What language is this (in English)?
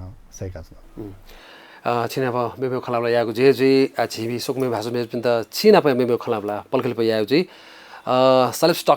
Newari